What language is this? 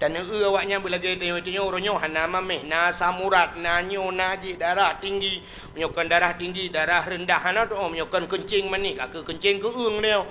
Achinese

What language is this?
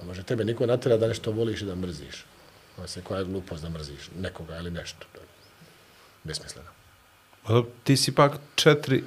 Bosnian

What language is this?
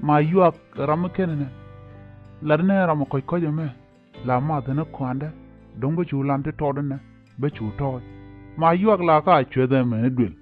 Nuer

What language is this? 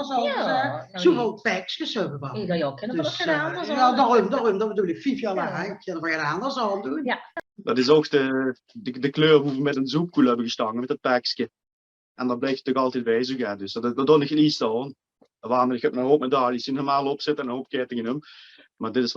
Limburgish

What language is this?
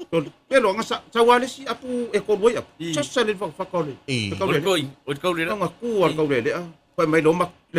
Samoan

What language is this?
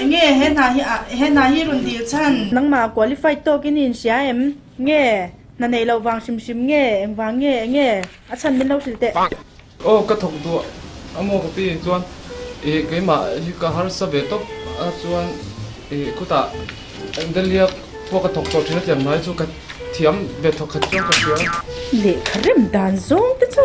Mizo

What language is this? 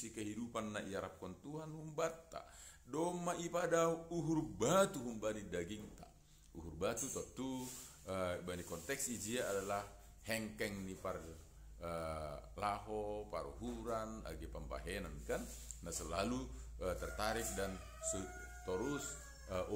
Batak Simalungun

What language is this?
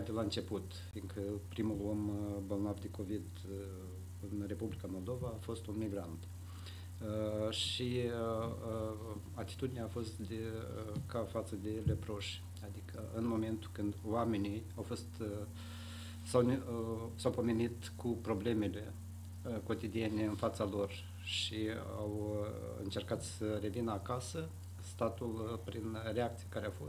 Romanian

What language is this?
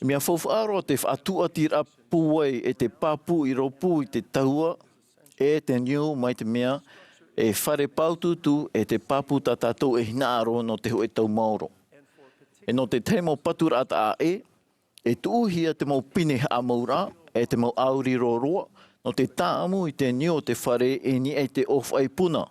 Tahitian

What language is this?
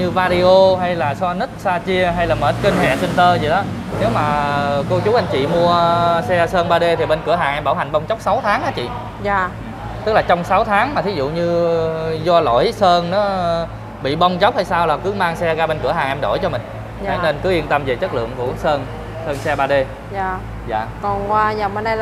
Vietnamese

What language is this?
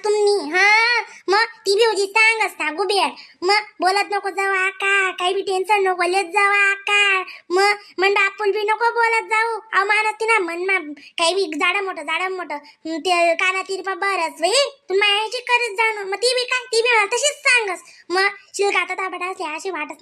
Khandesi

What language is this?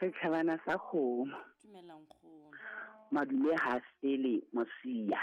Southern Sotho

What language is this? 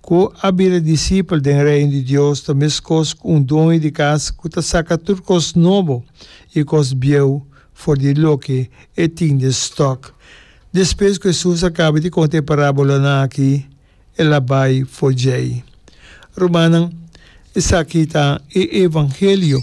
Papiamento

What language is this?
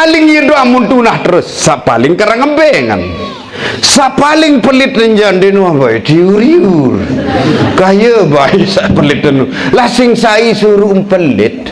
Sasak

